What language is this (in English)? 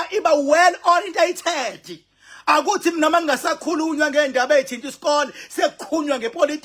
Zulu